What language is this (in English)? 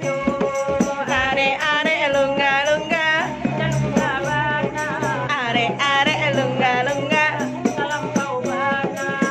Minangkabau